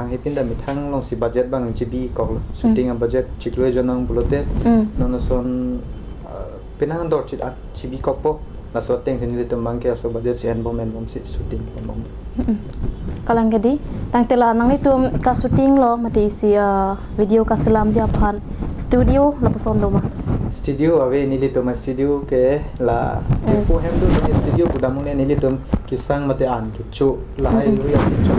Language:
Karbi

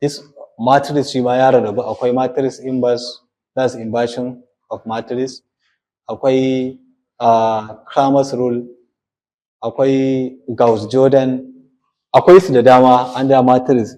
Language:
Hausa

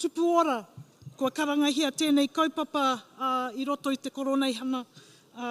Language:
Māori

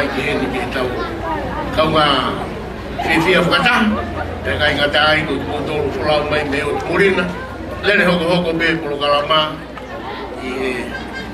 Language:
Tongan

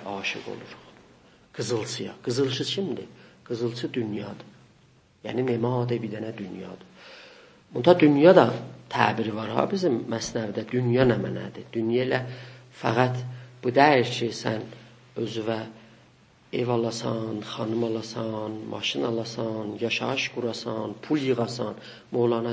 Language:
South Azerbaijani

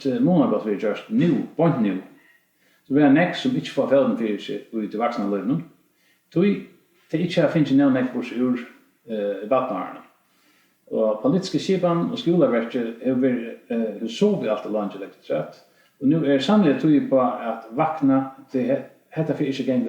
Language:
Faroese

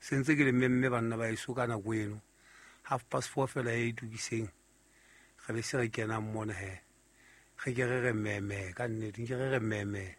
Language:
Southern Sotho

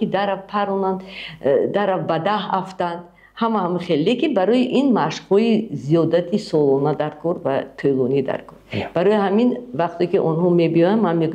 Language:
Tajik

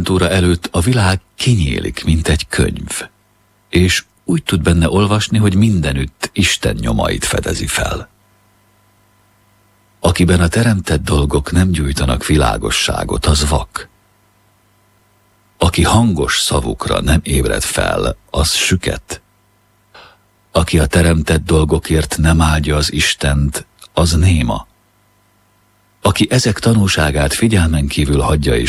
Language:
Hungarian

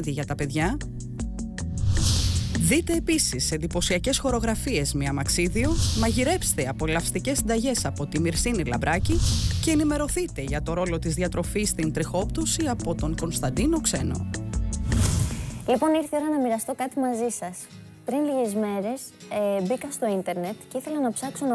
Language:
Greek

